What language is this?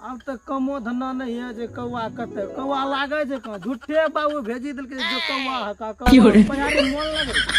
Maithili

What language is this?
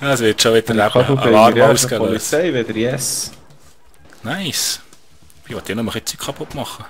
Swiss German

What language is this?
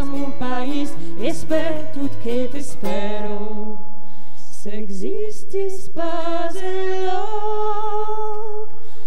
Occitan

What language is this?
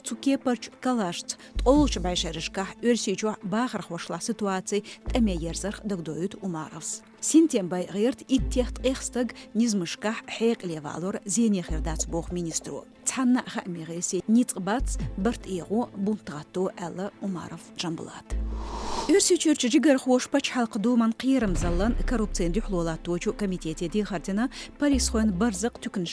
Chechen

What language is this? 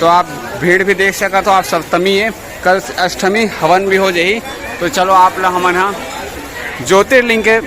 Chhattisgarhi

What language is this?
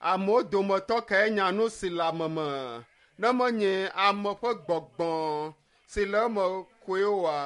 Ewe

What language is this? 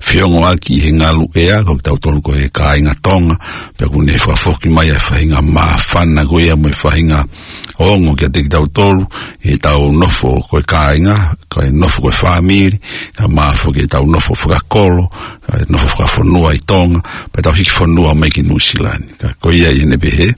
Tongan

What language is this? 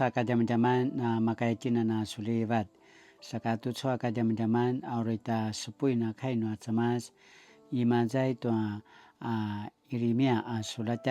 Paiwan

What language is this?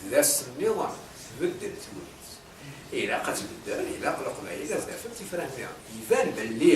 Kabyle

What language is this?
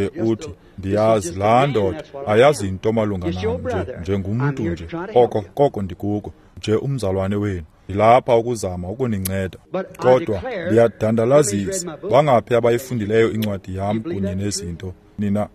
Xhosa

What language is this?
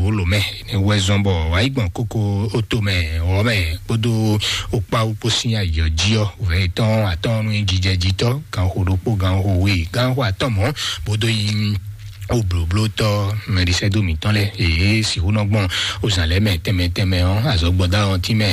Fon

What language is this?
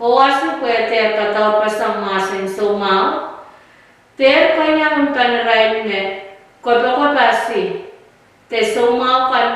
Pohnpeian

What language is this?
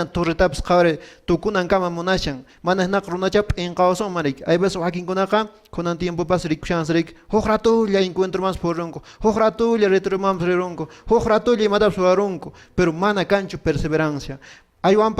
Quechua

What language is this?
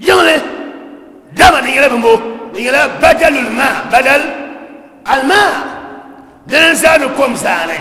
Dagbani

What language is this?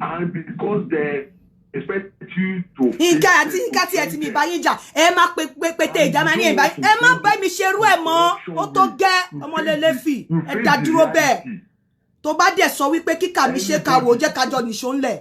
Yoruba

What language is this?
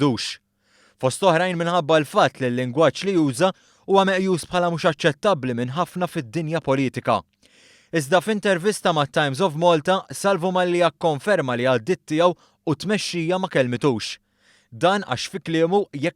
Maltese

